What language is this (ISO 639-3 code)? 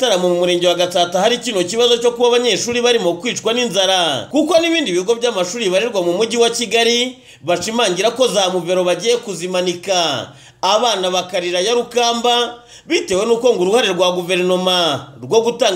kin